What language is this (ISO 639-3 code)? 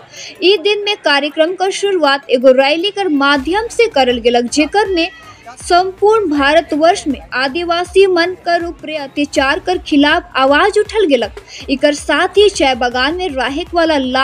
sck